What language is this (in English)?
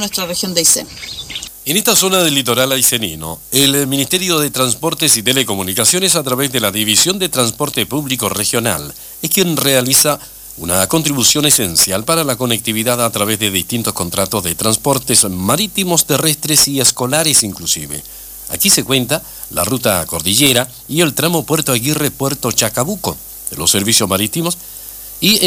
Spanish